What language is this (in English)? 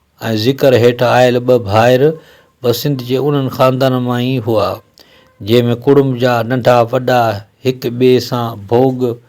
Sindhi